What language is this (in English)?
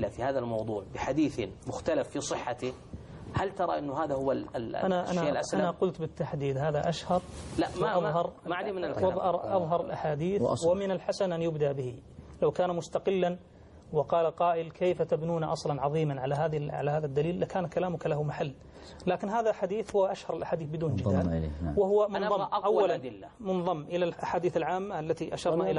Arabic